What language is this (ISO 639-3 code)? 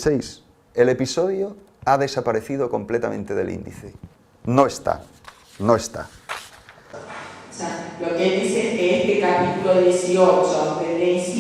lad